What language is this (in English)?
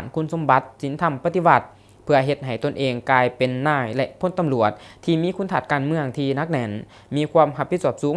Lao